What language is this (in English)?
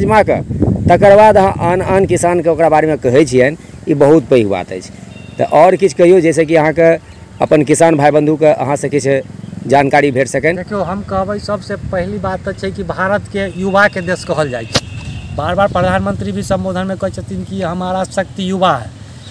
Maithili